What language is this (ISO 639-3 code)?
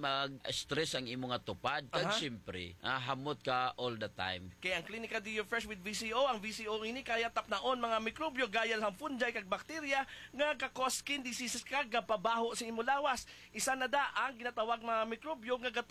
hil